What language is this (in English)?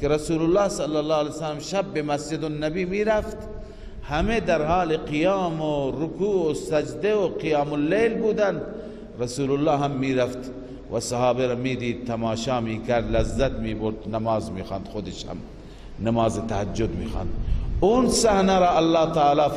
Persian